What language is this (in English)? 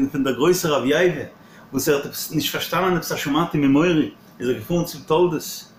Yiddish